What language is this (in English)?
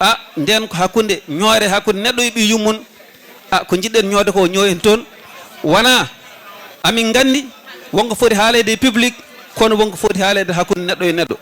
Fula